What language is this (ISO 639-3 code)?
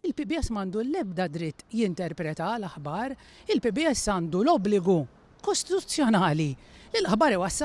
mlt